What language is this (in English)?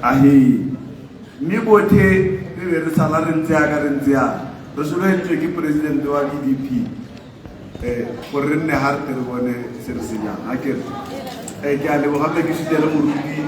Tswana